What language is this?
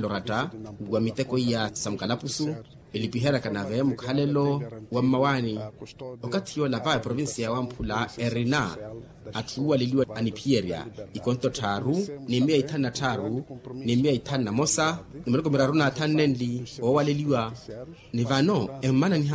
Makhuwa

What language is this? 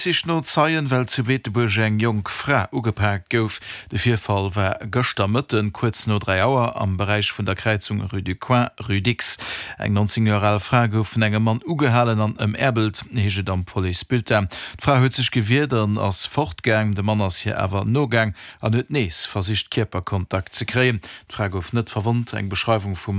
Luxembourgish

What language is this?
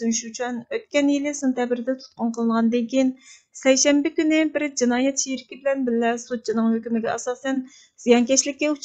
Uyghur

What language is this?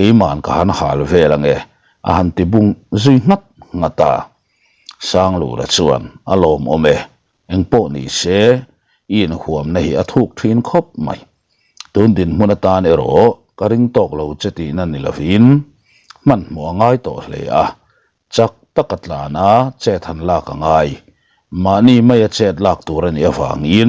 Mizo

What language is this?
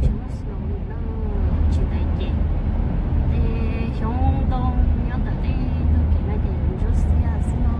Hmong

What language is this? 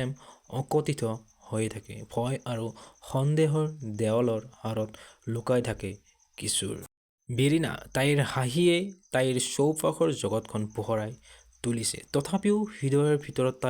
Assamese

